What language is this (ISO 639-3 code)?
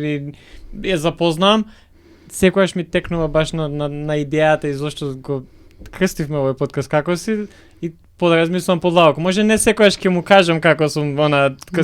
mkd